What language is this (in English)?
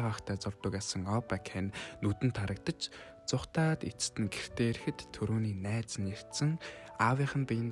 Mongolian